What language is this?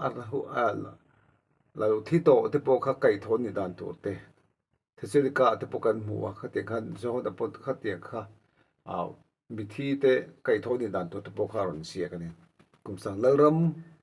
Mizo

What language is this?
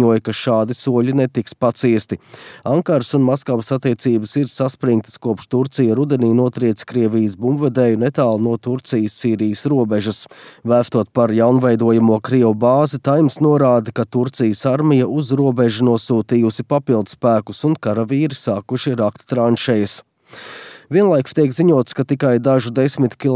Latvian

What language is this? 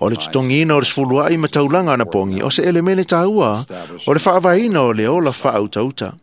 Samoan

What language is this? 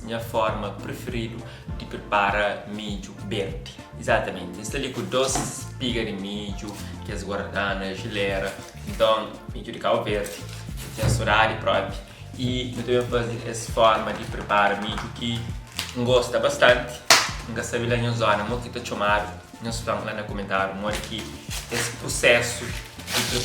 Kabuverdianu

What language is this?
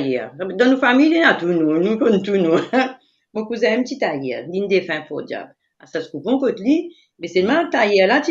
Morisyen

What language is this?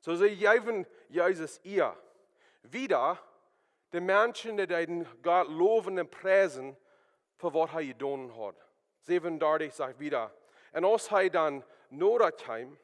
Plautdietsch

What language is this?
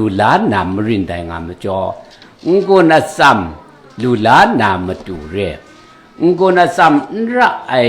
Kachin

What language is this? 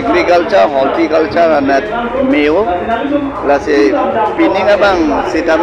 Karbi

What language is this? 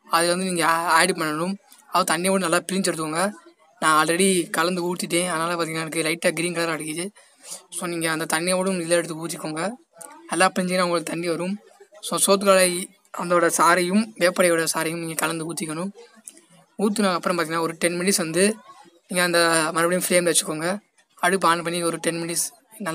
Tamil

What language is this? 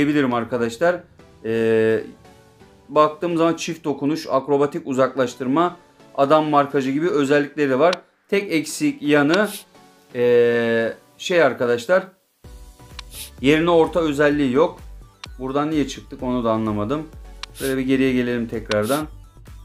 Turkish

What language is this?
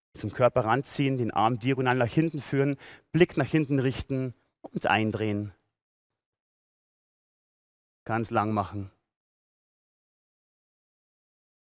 German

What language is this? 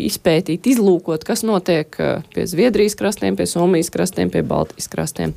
Latvian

